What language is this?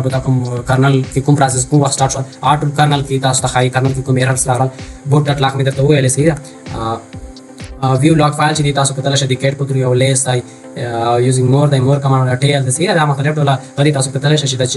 Pashto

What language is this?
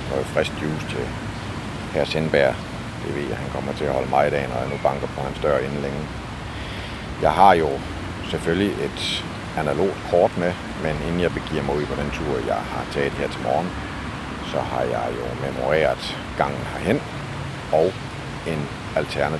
Danish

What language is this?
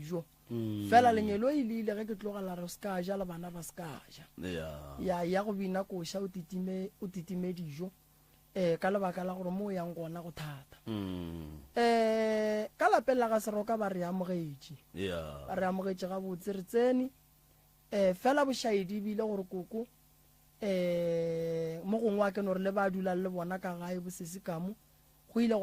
Northern Sotho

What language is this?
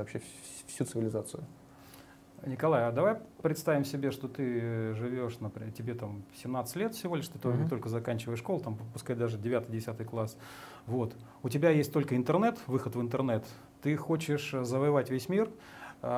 Russian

